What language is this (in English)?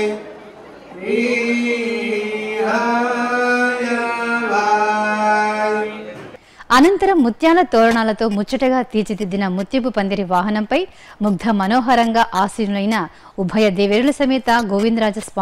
Telugu